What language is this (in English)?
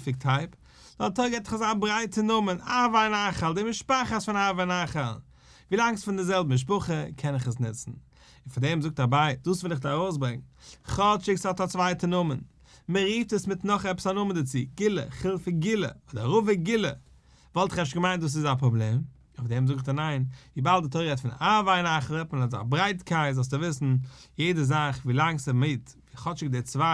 Yiddish